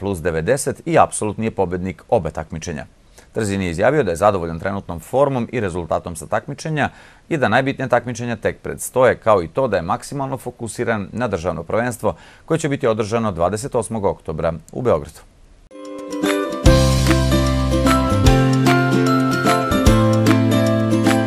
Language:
Serbian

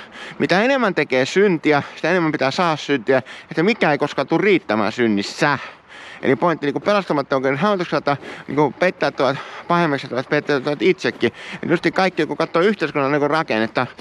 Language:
Finnish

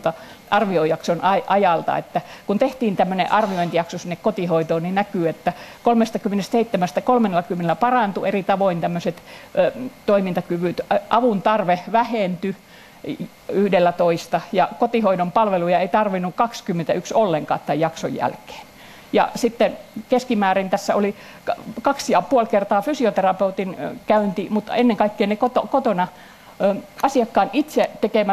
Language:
Finnish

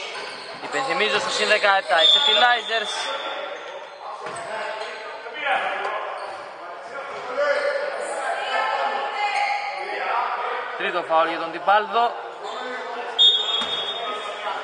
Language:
Greek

